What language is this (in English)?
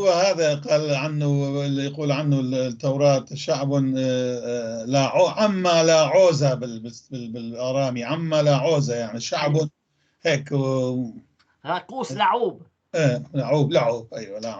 North Levantine Arabic